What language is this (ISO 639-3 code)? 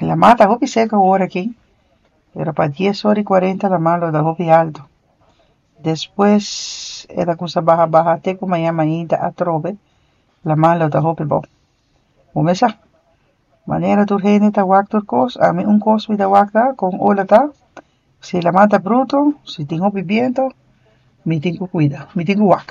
pap